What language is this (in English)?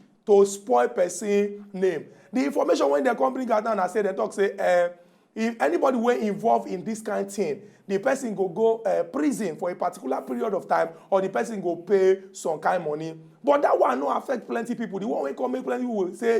Nigerian Pidgin